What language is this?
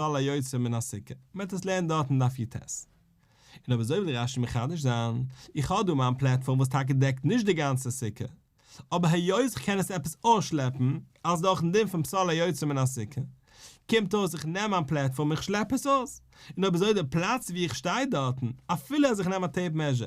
Yiddish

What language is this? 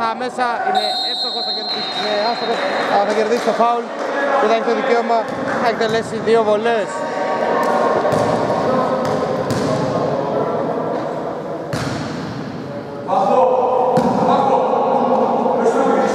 Greek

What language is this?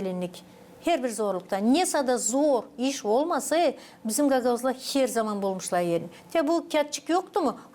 Gagauz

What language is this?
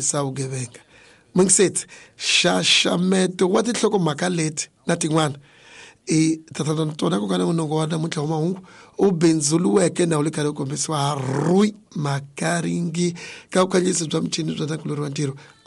Tsonga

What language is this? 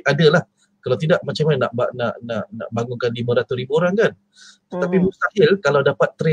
Malay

